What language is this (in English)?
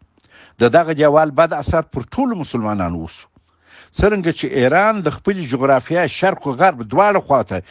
Pashto